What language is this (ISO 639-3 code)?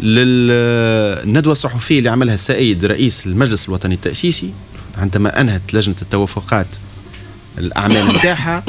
aeb